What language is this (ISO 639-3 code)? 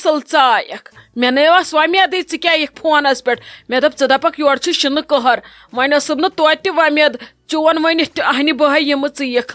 kas